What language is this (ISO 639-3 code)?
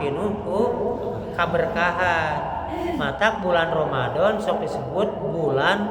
sun